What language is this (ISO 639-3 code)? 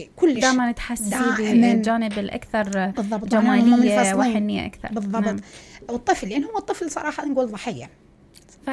acm